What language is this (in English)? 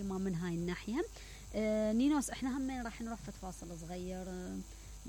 Mesopotamian Arabic